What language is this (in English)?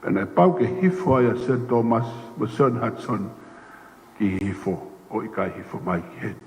Tongan